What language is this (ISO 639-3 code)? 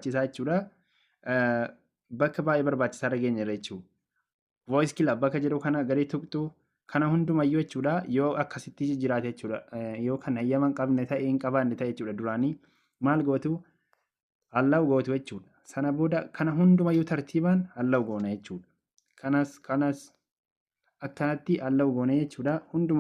orm